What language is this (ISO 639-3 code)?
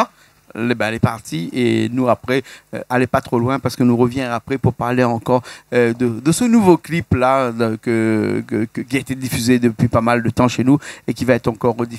rcf